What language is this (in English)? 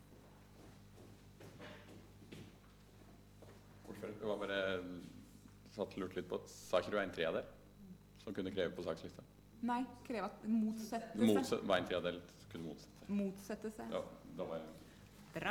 Norwegian